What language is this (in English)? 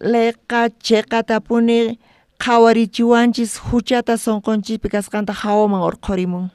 South Bolivian Quechua